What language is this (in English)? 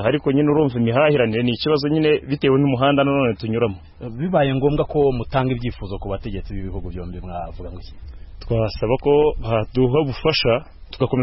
Kinyarwanda